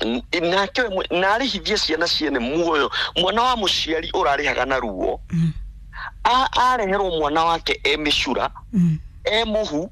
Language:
Kikuyu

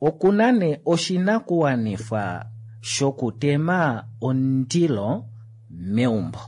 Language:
Kuanyama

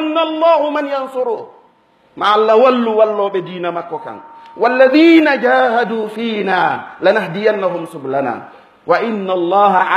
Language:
Fula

